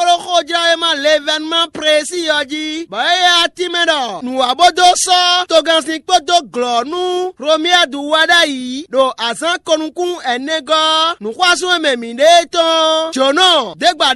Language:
Fon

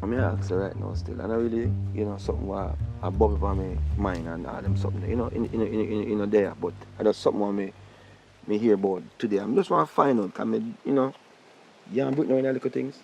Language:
Jamaican Creole English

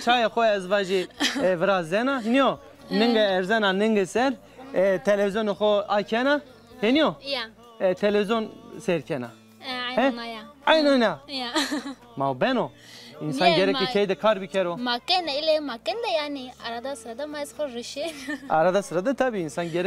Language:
Zaza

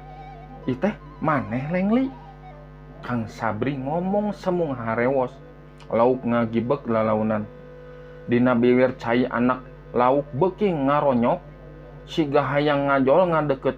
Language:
Sundanese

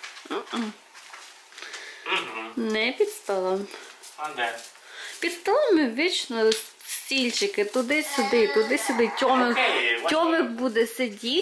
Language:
Ukrainian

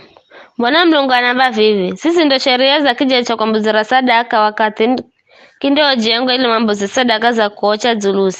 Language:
Giryama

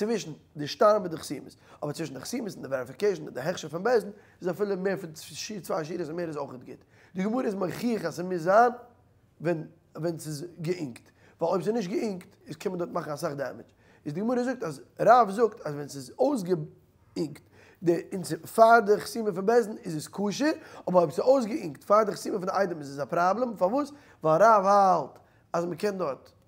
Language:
Yiddish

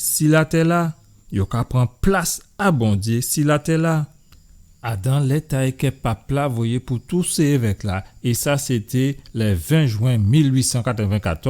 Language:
Guadeloupean Creole French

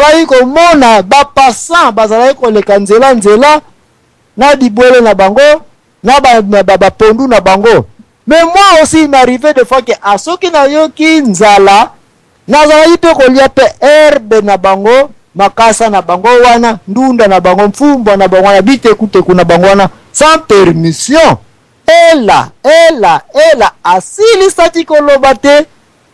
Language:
Lingala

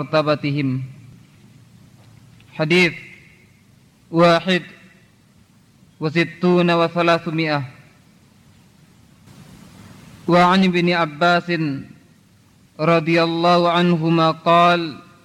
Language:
Indonesian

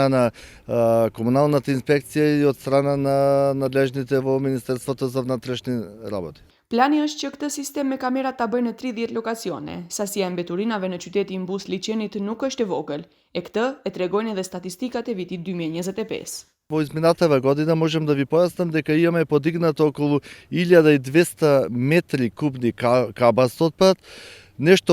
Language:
Macedonian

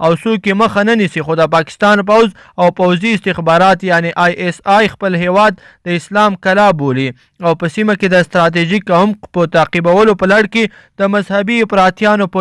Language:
Pashto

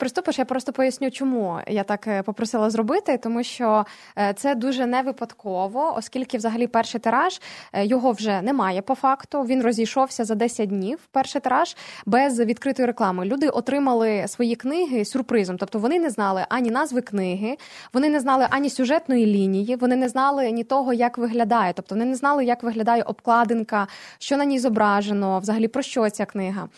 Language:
Ukrainian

